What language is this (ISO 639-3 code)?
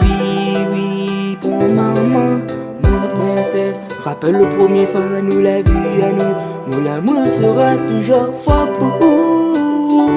rcf